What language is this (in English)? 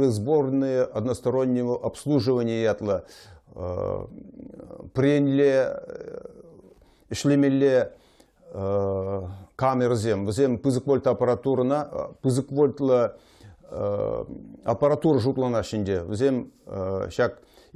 Chuvash